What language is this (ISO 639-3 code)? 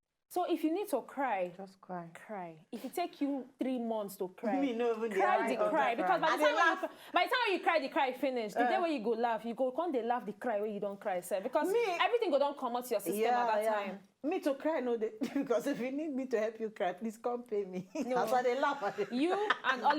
pcm